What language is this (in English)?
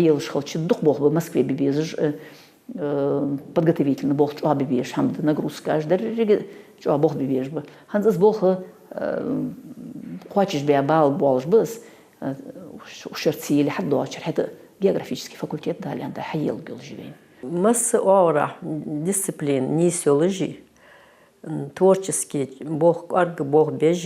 Ingush